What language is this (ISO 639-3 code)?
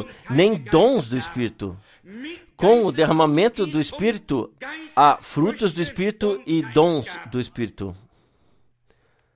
por